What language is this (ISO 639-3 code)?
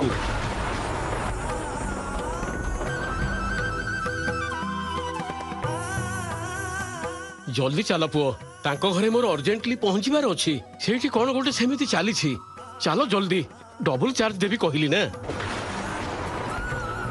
ori